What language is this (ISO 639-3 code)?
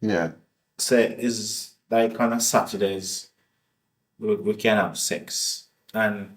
jam